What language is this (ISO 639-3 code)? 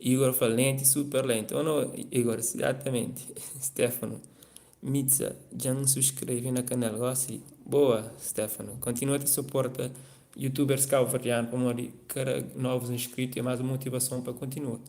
kea